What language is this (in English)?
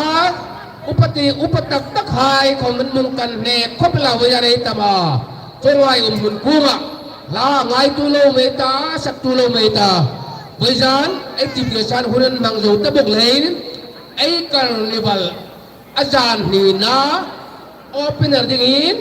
Hmar